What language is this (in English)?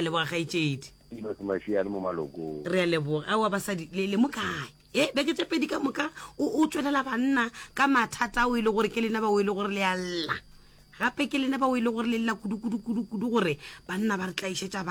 Northern Sotho